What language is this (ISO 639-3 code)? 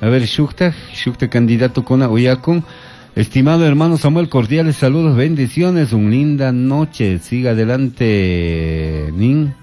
qug